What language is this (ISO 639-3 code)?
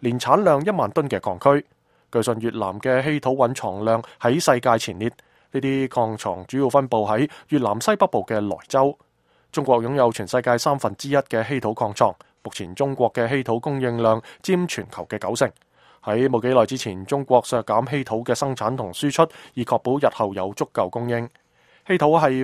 yue